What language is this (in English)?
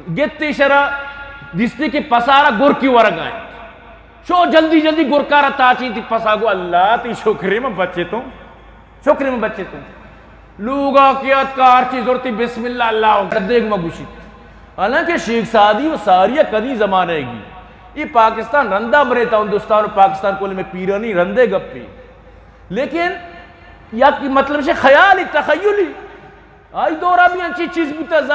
Eastern Balochi